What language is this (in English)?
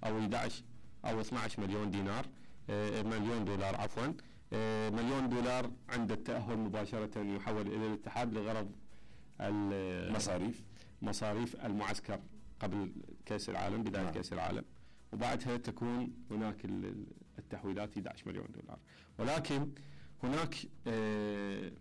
Mesopotamian Arabic